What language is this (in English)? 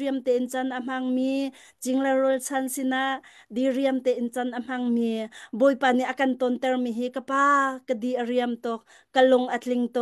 Hakha Chin